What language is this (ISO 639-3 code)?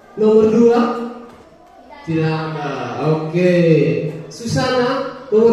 ind